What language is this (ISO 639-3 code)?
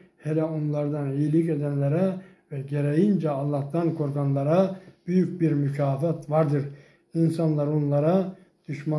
tur